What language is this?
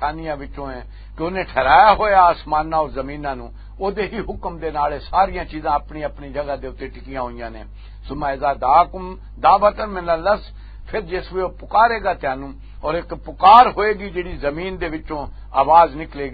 Western Panjabi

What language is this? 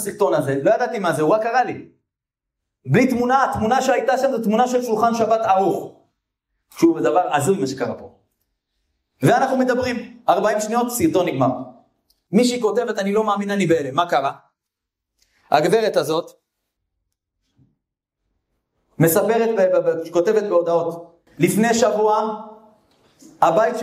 Hebrew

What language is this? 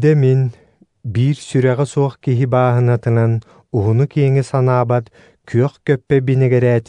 Yakut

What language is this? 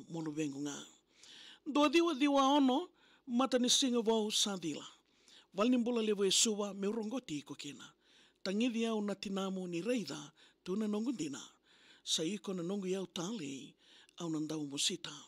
Fijian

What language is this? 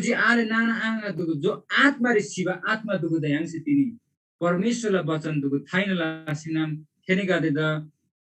Eastern Tamang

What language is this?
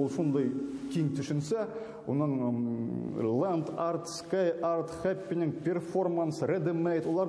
Bashkir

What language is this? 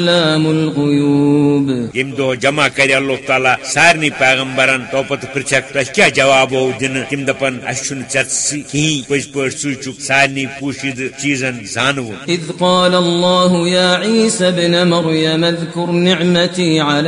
Kashmiri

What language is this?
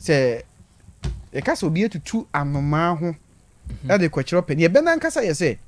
Akan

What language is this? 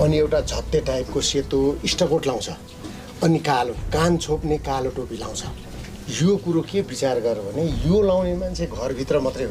Nepali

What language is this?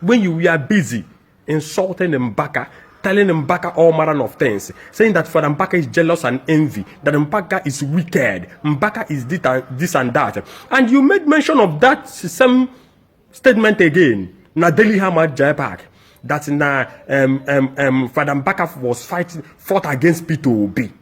Igbo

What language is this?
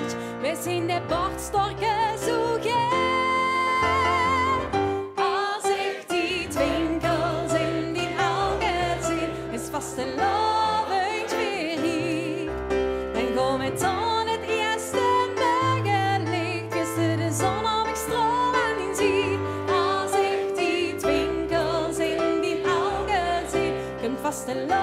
Limburgish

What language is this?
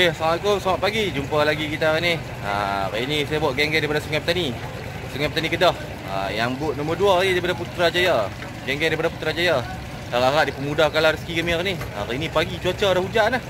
Malay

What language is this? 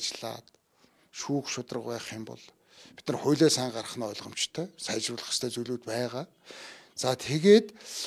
Mongolian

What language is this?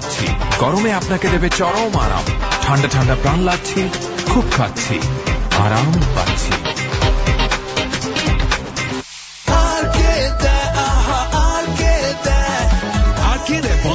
Bangla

